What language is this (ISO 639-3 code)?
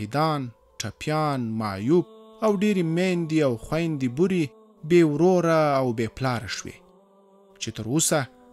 pus